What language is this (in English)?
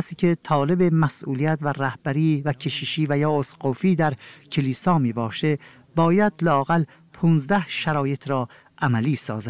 Persian